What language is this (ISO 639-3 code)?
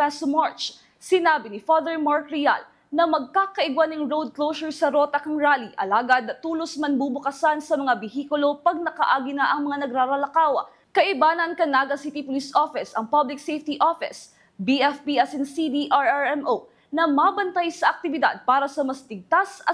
bik